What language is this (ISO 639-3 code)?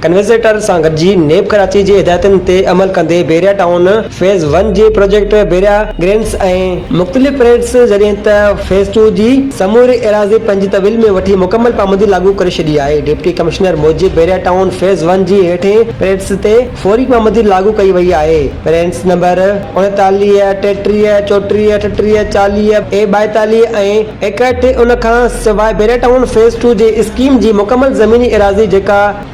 snd